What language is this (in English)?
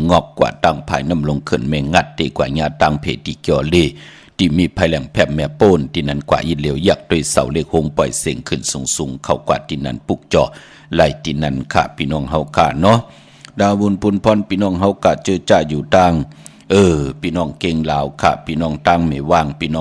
Shan